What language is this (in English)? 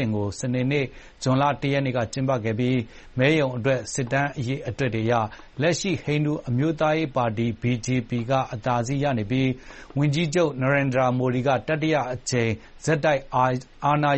Burmese